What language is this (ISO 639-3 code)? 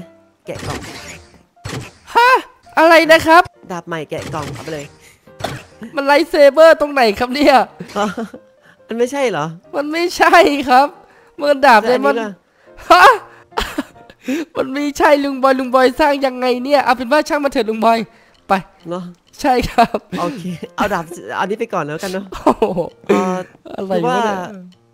tha